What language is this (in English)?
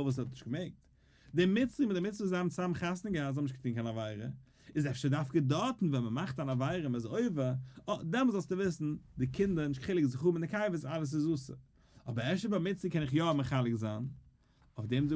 Yiddish